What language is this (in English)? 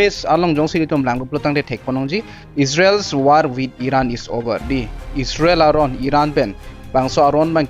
Karbi